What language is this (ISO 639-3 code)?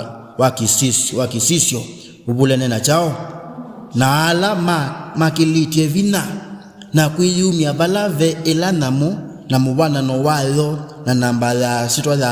kam